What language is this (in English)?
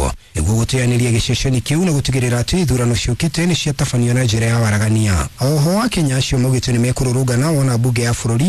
Kikuyu